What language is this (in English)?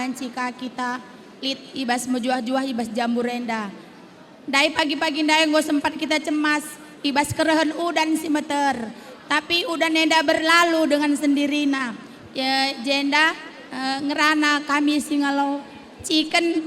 Batak Karo